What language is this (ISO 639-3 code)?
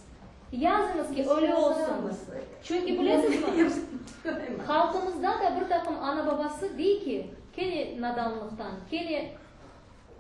crh